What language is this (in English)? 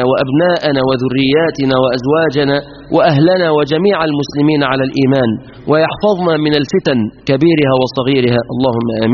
Arabic